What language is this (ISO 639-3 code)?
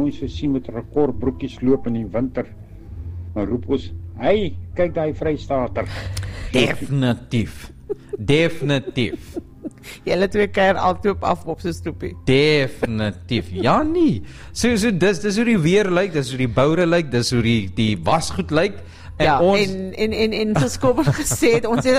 afr